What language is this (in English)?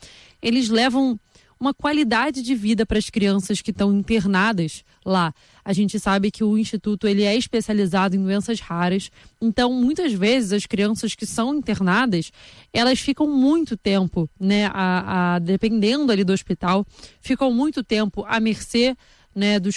Portuguese